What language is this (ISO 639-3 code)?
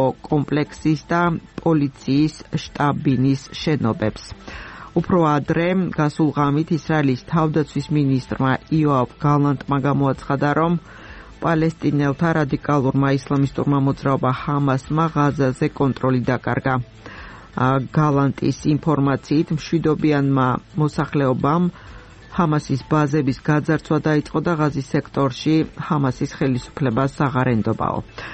kat